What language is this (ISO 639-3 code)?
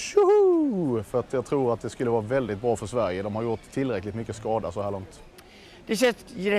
swe